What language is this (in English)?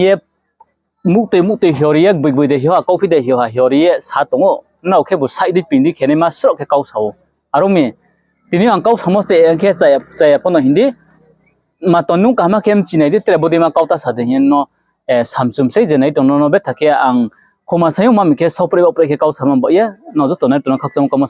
Riang (India)